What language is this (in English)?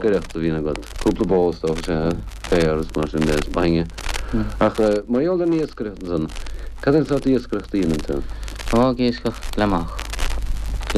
Irish